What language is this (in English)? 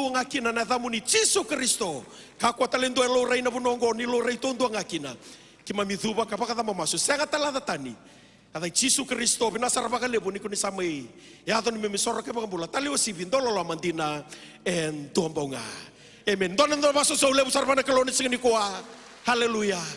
Fijian